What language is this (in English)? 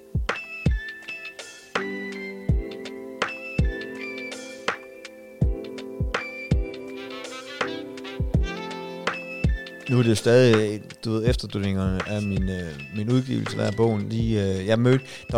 Danish